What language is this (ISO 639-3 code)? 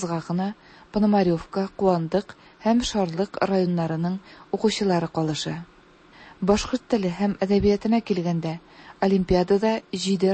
tat